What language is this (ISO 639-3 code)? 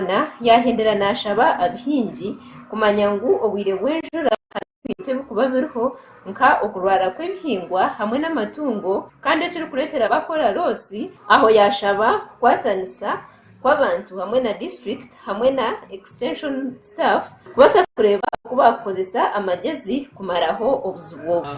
nyn